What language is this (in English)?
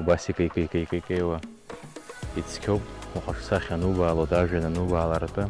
Abkhazian